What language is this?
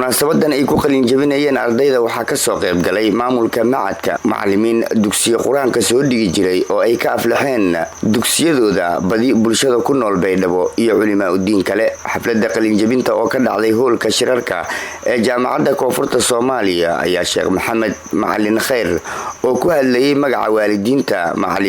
Somali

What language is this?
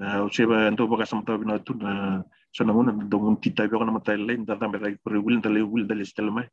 Fijian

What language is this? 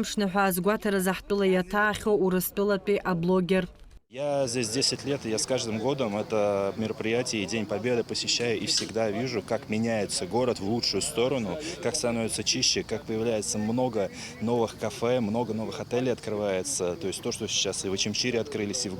Abkhazian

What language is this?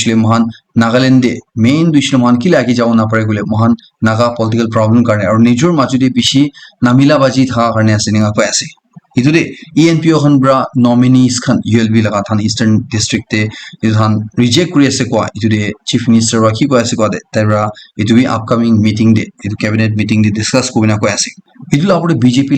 Naga Pidgin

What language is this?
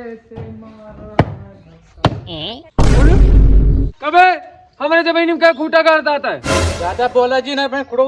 Awadhi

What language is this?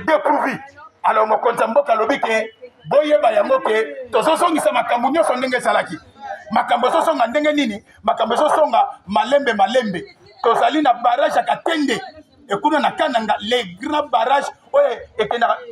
Lingala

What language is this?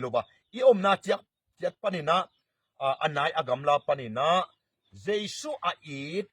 Tedim Chin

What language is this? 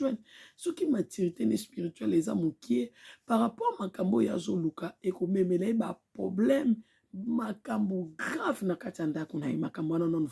Lingala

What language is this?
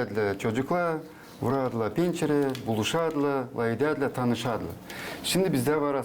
Gagauz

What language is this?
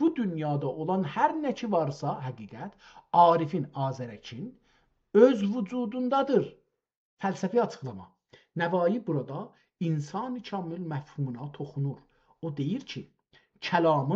South Azerbaijani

